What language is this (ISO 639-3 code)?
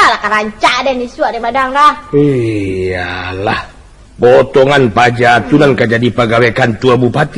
min